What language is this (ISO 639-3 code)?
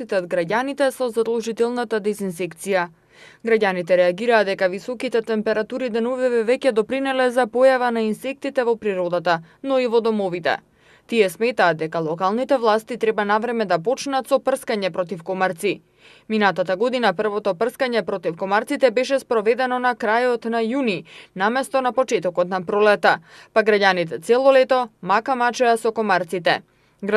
mkd